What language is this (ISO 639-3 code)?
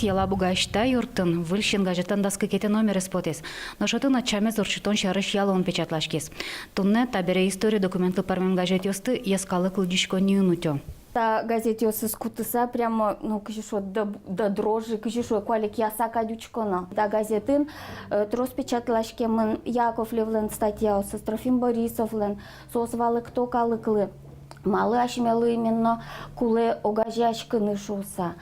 udm